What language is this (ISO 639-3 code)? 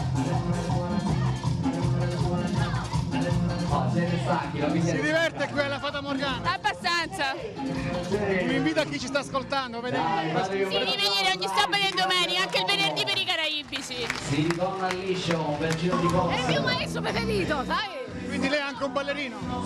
ita